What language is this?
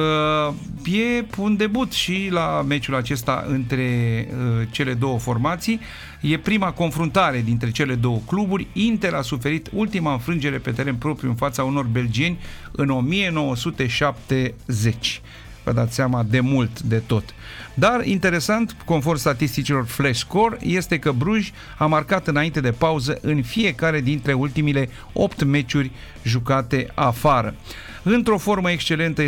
Romanian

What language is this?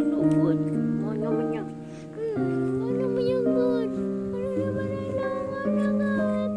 Cebuano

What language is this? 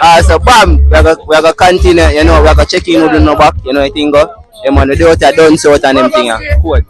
Jamaican Creole English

